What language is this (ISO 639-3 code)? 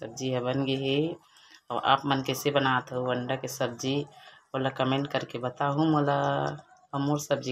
hne